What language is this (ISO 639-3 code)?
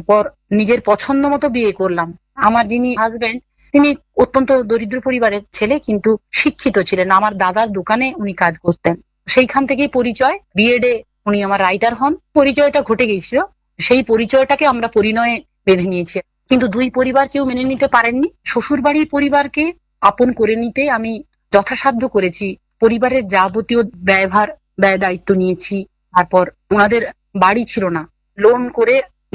ben